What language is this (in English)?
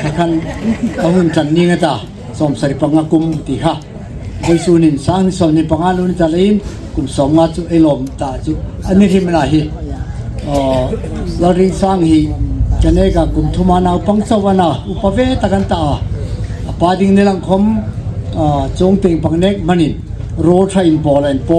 Hmar